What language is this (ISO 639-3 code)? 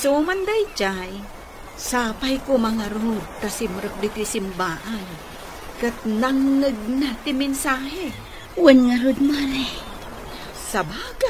ilo